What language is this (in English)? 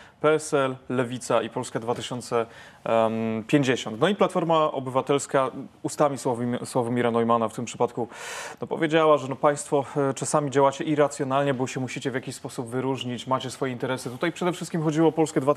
Polish